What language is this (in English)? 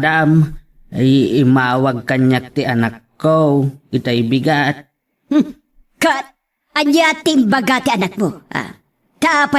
Iloko